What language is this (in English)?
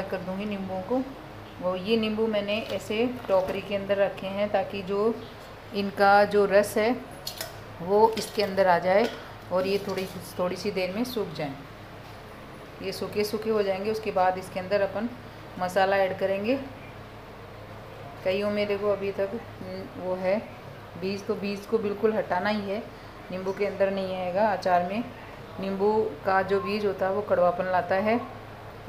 Hindi